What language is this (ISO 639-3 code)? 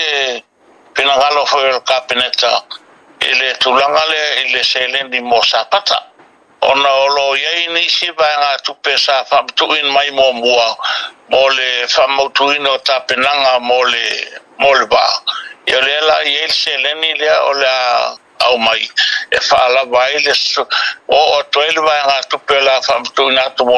smo